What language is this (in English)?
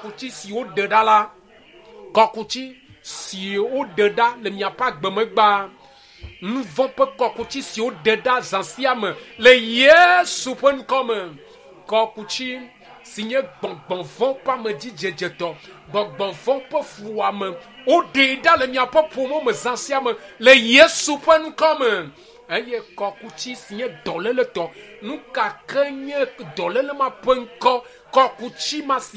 Ewe